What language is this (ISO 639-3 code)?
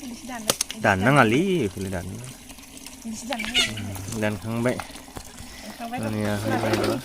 brx